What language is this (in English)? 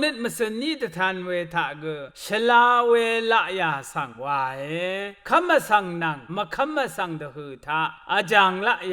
Rawang